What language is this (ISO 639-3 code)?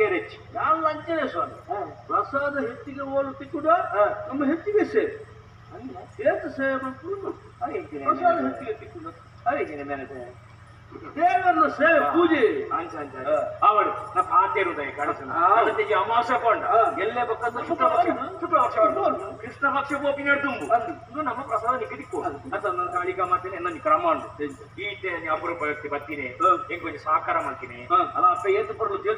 tcy